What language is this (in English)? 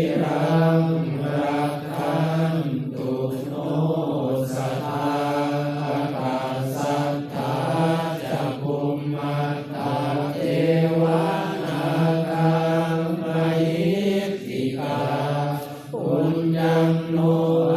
Pali